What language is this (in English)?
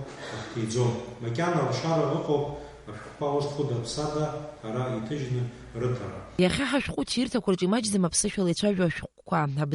Abkhazian